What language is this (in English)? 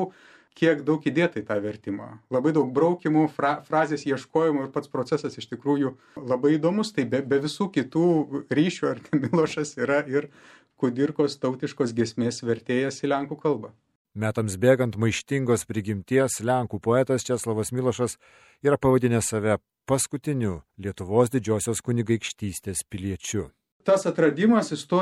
Lithuanian